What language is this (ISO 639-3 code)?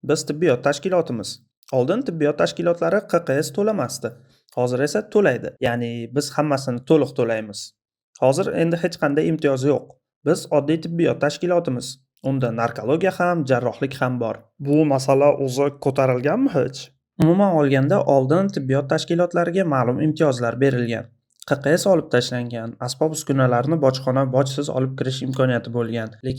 uzb